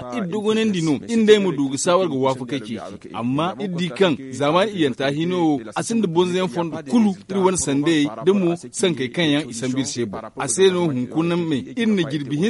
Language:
Zarma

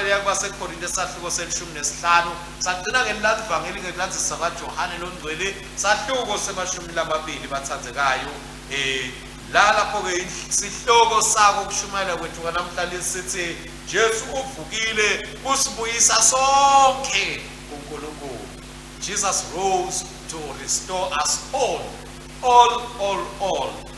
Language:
Swati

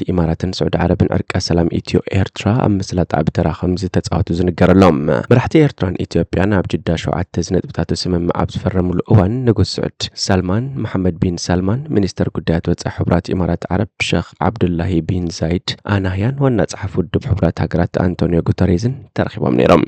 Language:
Tigrinya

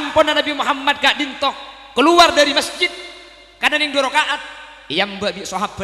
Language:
Madurese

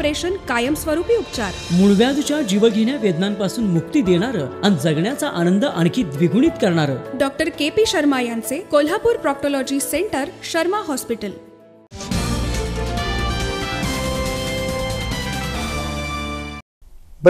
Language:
Marathi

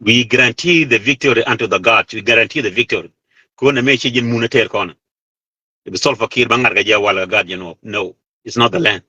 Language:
Nuer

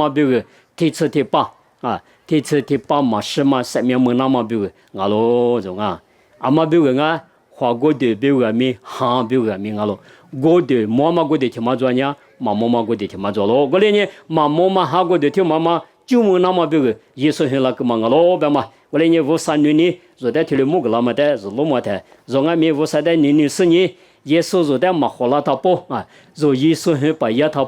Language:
Lisu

